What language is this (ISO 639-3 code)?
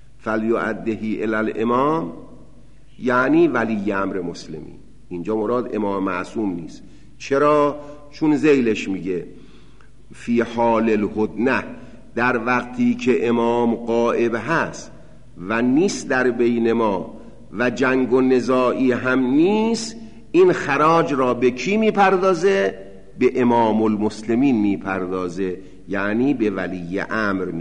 fas